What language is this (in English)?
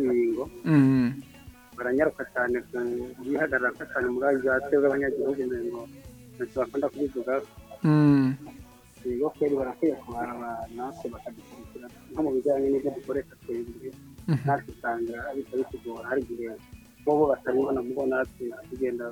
Rundi